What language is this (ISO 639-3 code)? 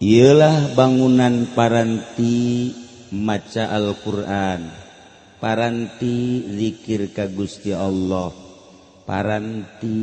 sun